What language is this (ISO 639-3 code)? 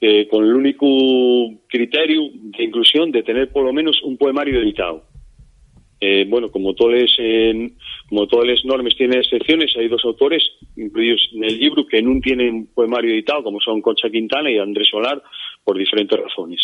ast